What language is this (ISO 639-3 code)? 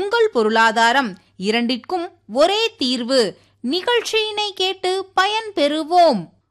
tam